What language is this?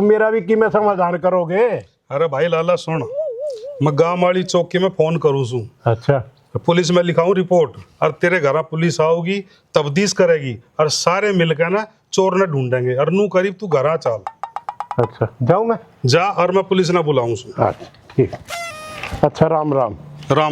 Haryanvi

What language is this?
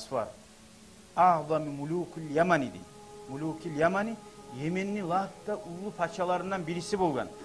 Kumyk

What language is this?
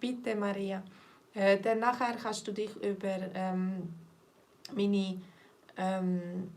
Swiss German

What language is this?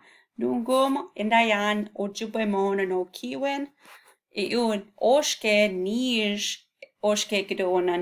Chippewa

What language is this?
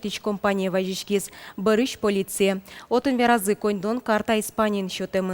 Udmurt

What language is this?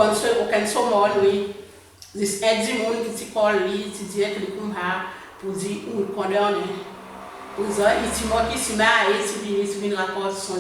Seselwa Creole French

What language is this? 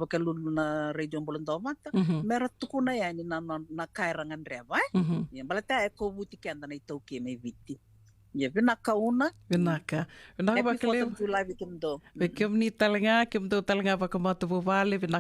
Fijian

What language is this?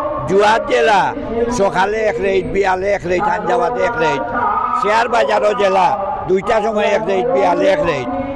Sylheti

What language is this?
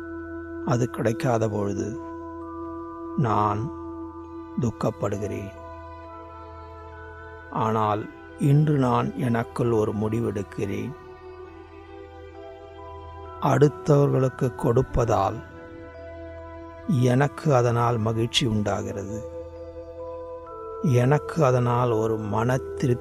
Tamil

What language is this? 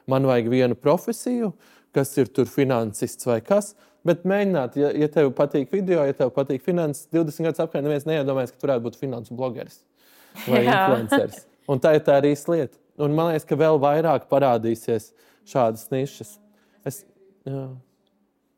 Latvian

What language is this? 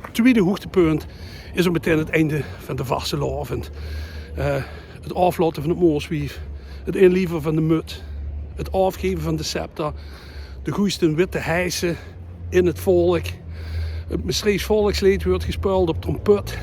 Limburgish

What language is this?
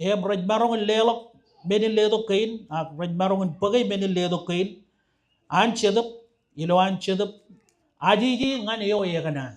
Marshallese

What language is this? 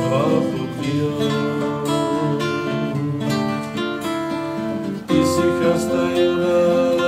Serbian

